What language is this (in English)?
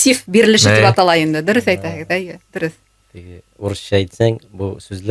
Bashkir